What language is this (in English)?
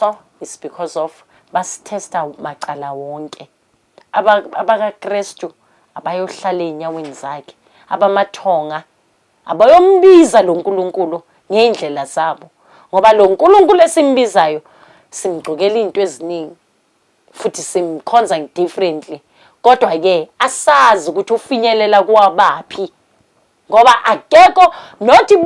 Zulu